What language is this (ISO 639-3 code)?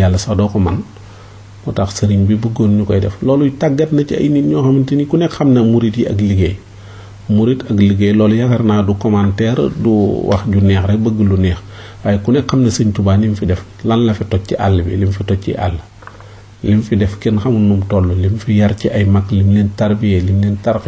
wol